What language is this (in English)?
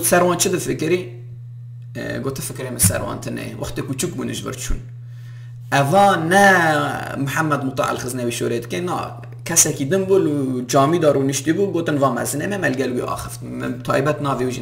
Kurdish